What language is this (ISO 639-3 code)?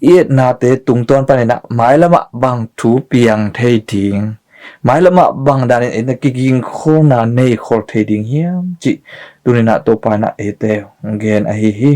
ctd